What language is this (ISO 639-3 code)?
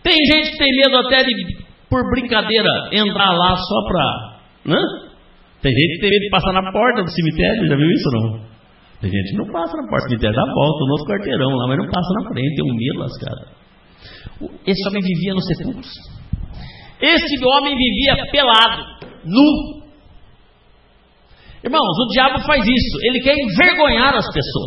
por